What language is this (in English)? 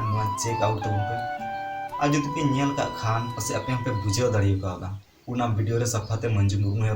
Santali